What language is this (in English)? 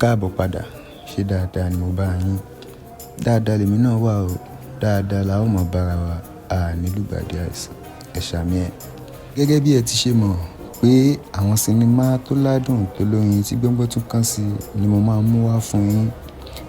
Yoruba